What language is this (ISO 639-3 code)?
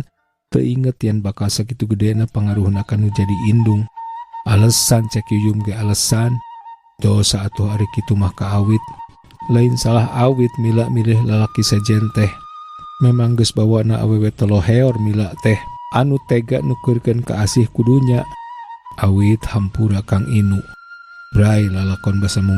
sun